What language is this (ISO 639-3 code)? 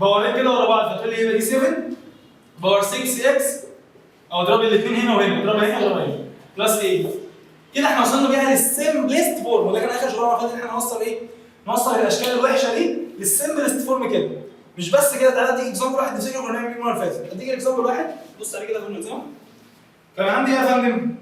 arz